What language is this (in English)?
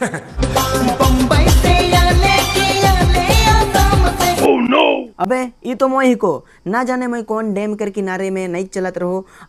Sadri